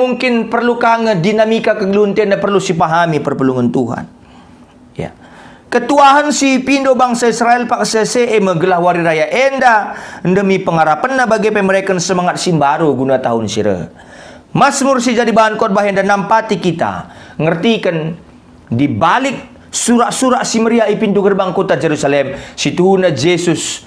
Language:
Batak Karo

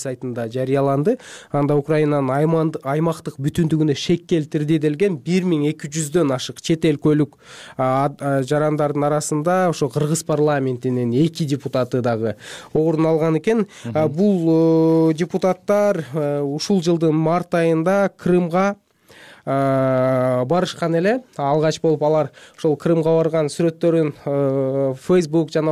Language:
Kyrgyz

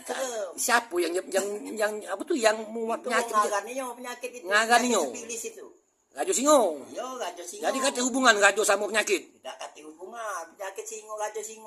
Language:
Musi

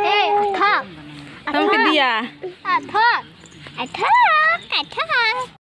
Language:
Kok Borok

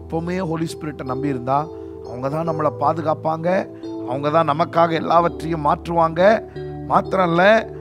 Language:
Tamil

